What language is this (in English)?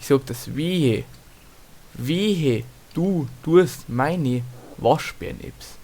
Bavarian